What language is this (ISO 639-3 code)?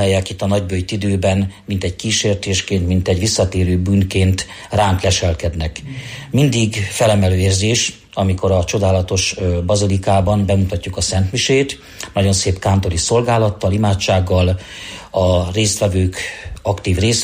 hun